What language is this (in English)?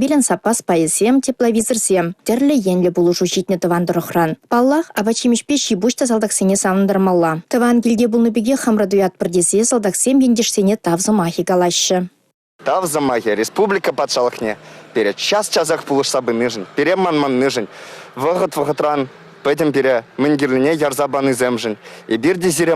Chuvash